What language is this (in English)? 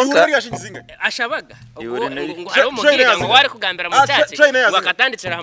Nyankole